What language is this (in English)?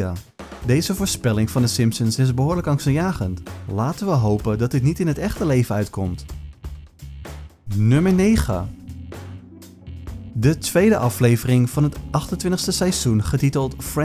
Dutch